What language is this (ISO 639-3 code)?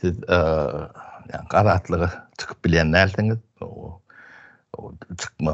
tuk